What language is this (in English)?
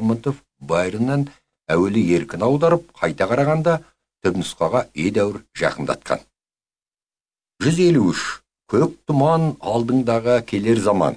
Kazakh